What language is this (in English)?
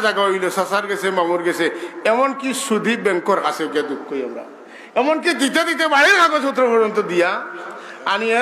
Sylheti